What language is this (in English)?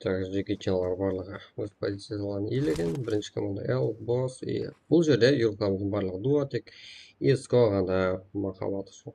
Kara-Kalpak